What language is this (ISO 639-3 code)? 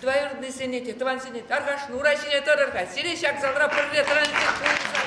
chv